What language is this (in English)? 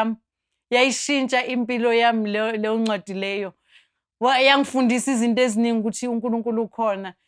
Zulu